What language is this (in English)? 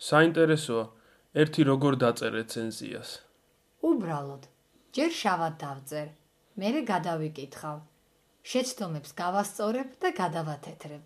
Georgian